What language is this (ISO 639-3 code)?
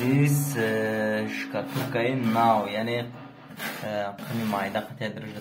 tgk